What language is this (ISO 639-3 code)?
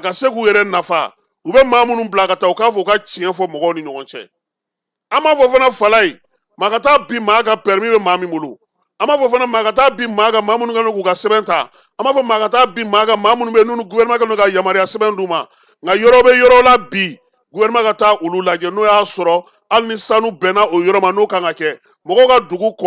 bam